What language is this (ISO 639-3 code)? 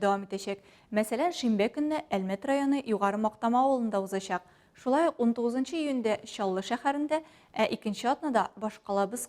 tat